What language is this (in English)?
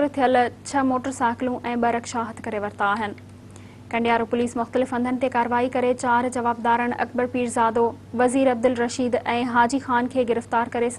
Sindhi